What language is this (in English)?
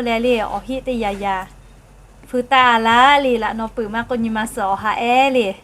Lahu